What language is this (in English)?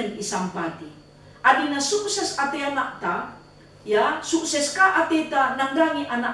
Batak Karo